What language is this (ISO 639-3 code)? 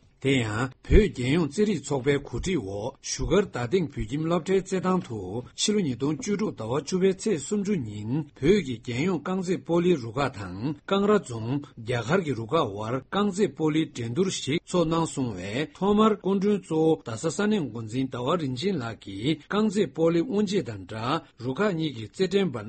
bod